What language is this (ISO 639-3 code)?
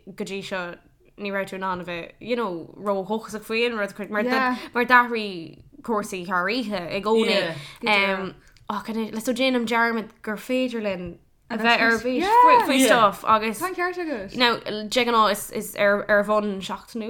gle